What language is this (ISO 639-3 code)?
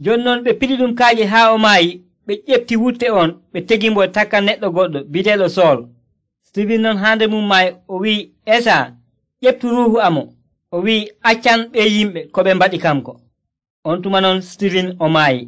fuv